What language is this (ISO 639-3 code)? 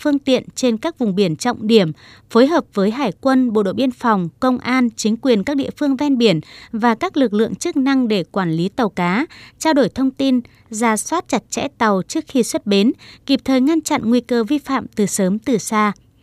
vie